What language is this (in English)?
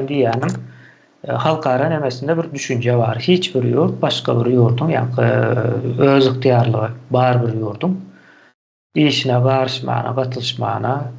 Turkmen